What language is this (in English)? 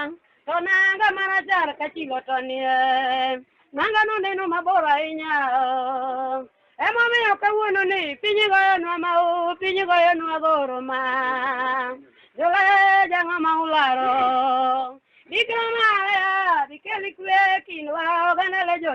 Luo (Kenya and Tanzania)